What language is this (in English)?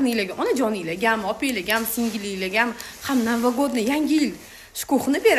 Uzbek